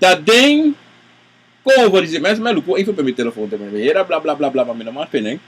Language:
Sranan Tongo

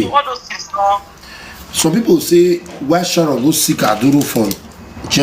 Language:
Nigerian Pidgin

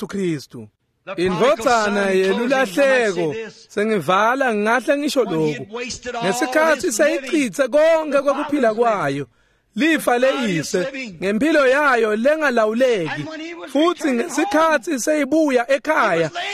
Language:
Swati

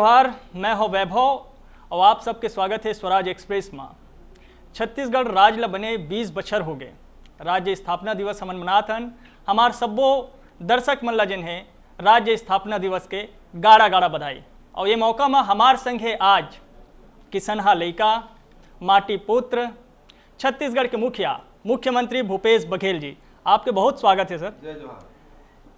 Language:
Chhattisgarhi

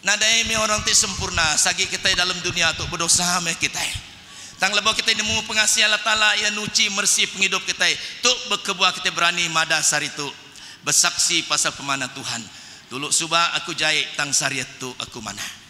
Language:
Iban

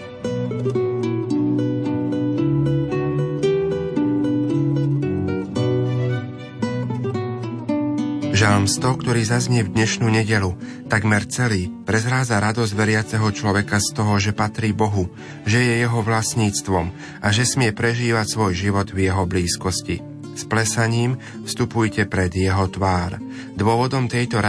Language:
Slovak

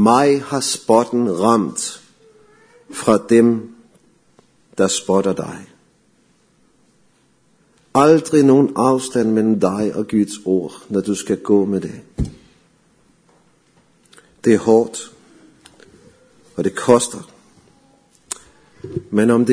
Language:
Danish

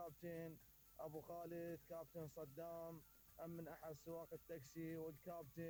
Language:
Mesopotamian Arabic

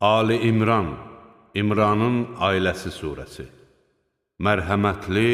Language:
Azerbaijani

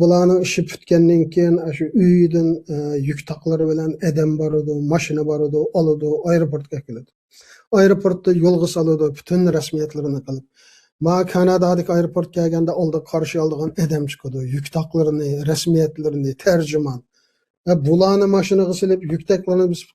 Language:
Uyghur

